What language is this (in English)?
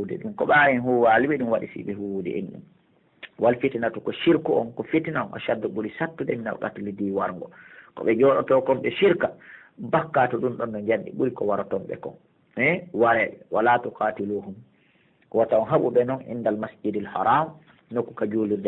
Pular